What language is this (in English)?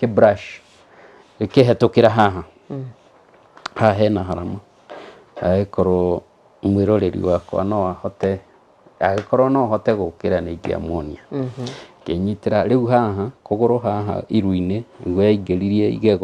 Kikuyu